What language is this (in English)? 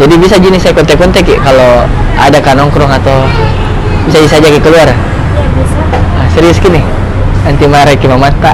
Makassar Malay